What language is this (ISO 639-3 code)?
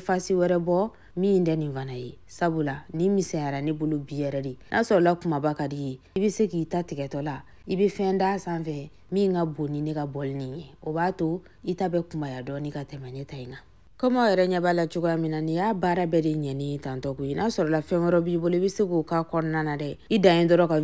bam